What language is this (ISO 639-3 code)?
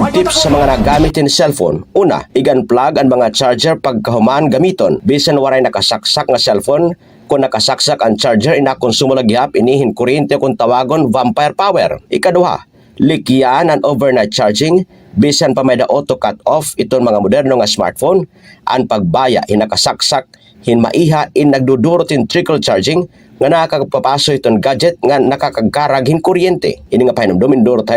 war